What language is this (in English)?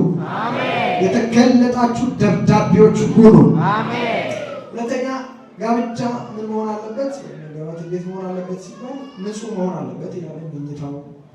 Amharic